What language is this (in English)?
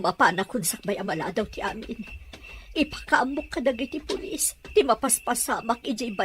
Iloko